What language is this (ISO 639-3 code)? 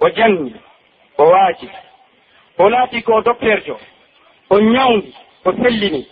fuf